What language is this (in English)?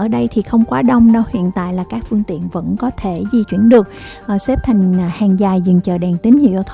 Vietnamese